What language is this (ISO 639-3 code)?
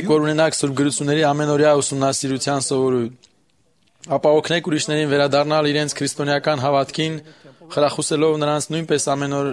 hye